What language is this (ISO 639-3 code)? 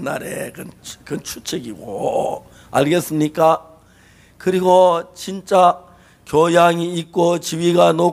kor